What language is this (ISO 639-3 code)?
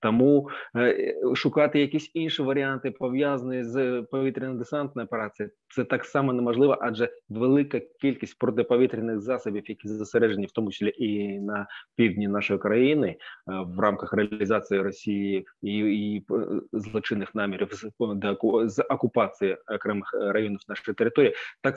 ukr